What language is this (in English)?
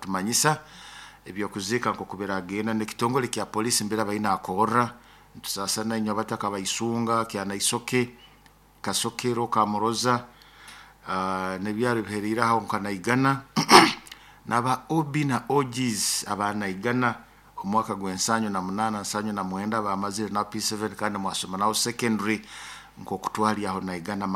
Nyoro